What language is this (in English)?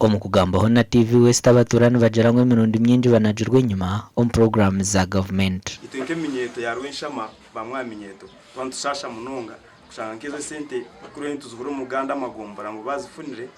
Nyankole